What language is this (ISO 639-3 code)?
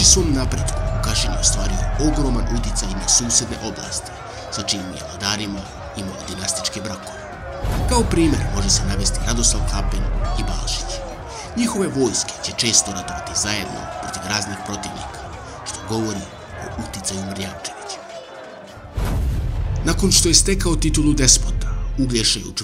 srp